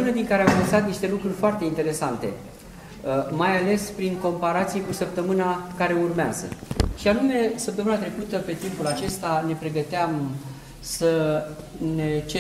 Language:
Romanian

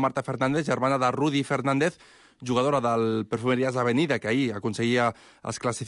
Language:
Catalan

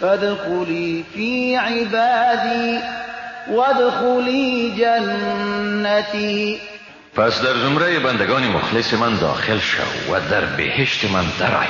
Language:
Persian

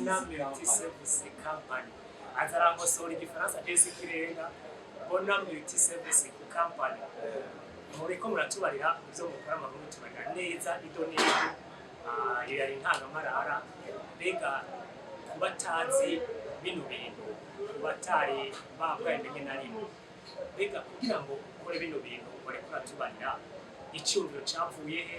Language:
Rundi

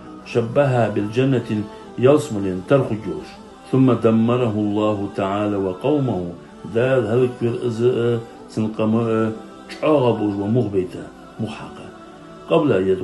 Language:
Ingush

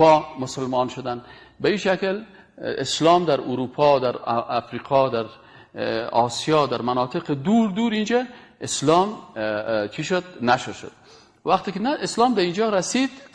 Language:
Persian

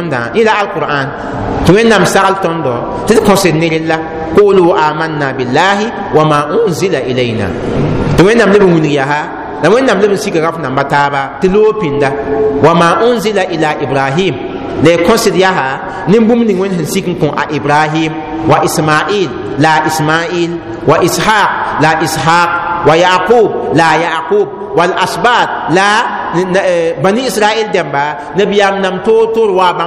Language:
Mossi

